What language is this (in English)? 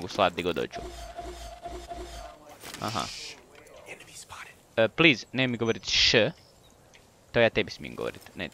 Croatian